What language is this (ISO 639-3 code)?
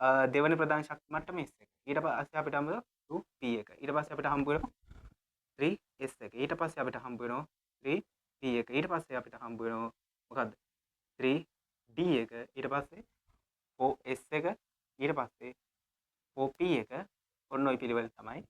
sin